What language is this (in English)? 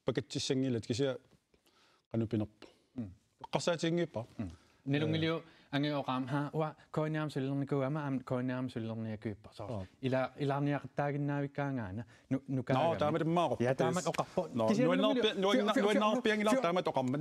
Kalaallisut